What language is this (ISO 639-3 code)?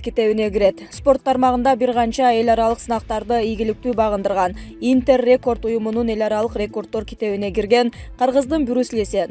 kir